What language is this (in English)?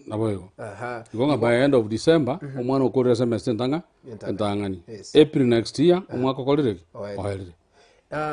Gusii